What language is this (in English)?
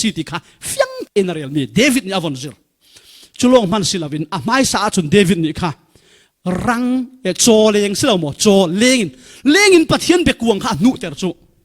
Falam Chin